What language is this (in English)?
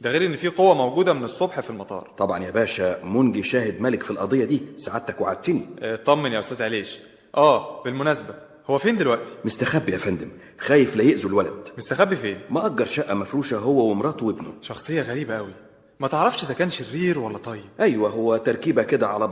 Egyptian Arabic